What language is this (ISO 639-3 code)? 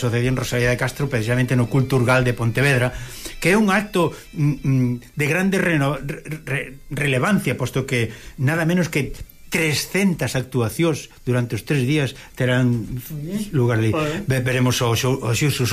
glg